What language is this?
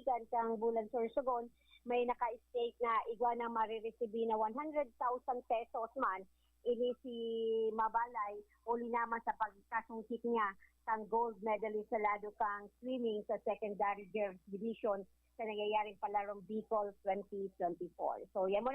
Bikol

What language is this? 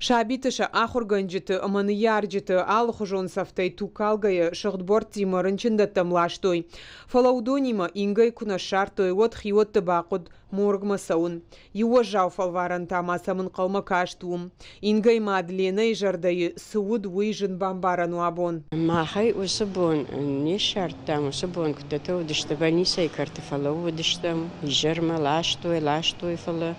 Ossetic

